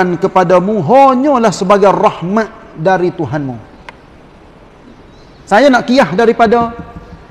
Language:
Malay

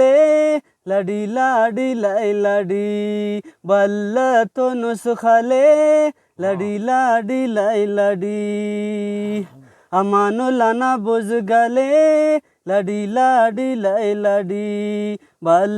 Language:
Brahui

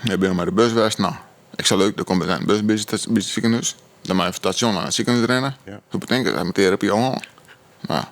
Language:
Western Frisian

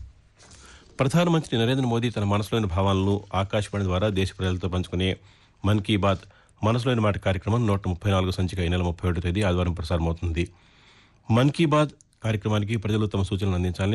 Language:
Telugu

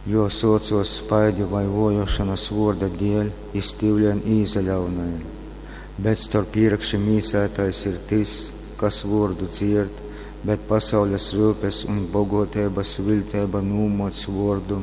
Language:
Latgalian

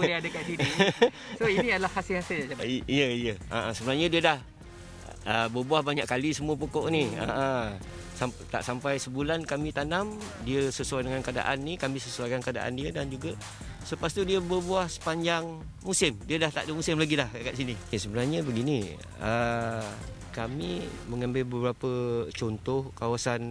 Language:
Malay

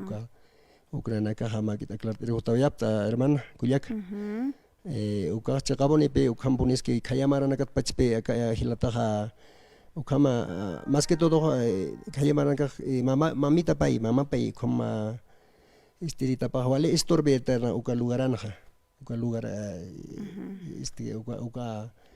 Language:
Aymara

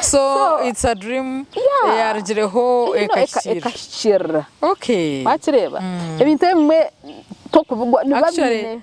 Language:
Nyankole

